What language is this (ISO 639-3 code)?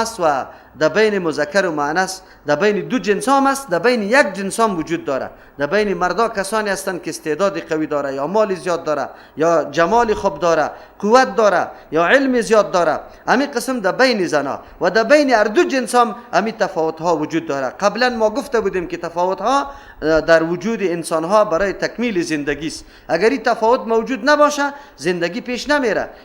fas